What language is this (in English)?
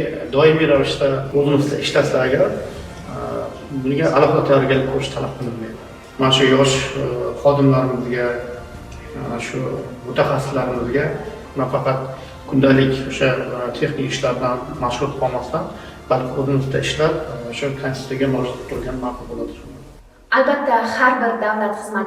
Uzbek